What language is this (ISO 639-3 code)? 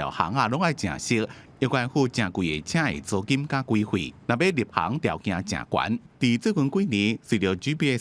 nan